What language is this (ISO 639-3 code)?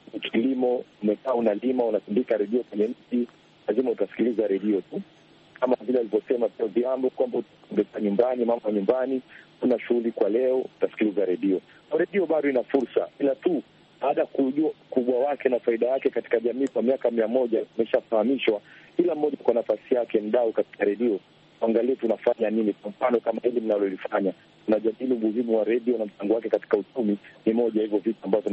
swa